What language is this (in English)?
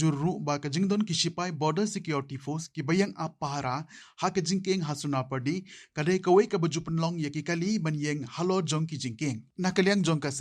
Khasi